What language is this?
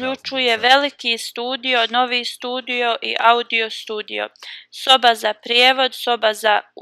Bosnian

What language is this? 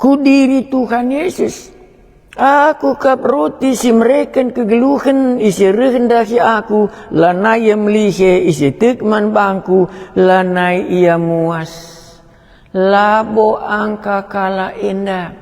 Batak Karo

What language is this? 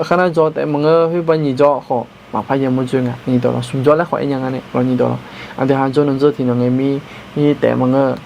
Akha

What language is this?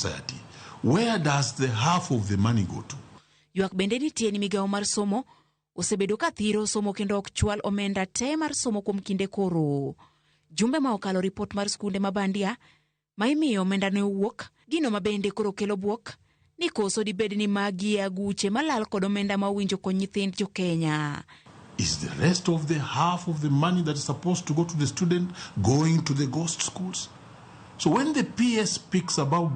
Luo (Kenya and Tanzania)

